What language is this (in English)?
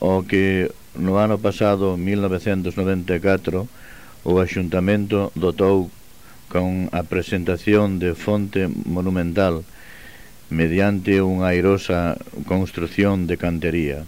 Galician